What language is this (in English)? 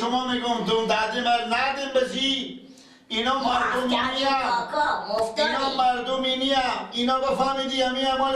Persian